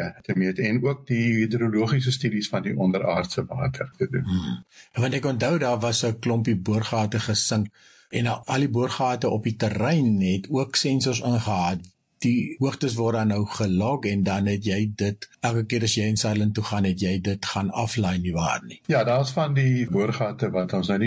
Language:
Afrikaans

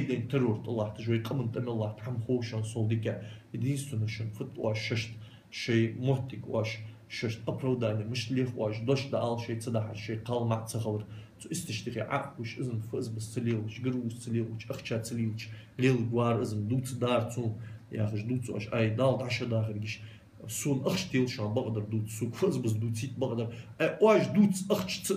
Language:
Ingush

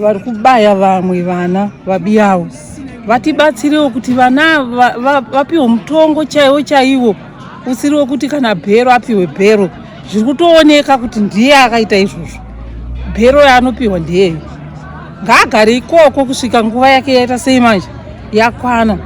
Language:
Shona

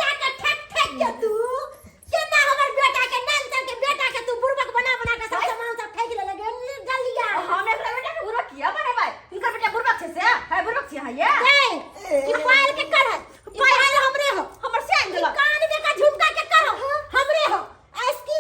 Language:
Maithili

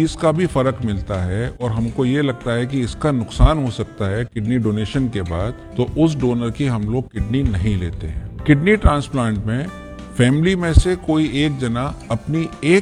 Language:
Hindi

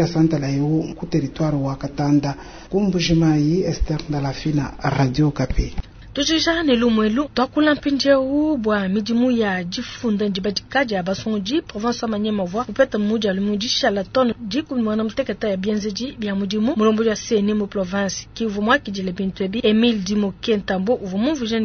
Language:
Luba-Lulua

